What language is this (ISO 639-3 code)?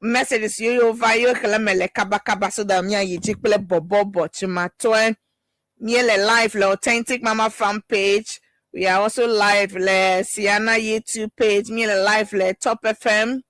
ewe